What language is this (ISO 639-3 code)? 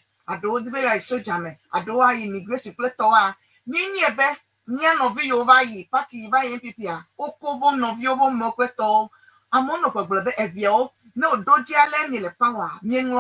ewe